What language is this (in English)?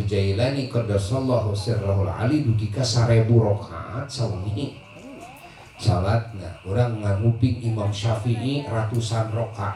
Sundanese